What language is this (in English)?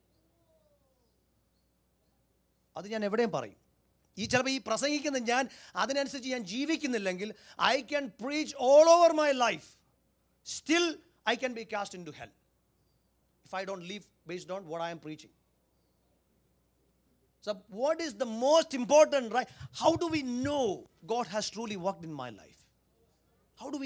Malayalam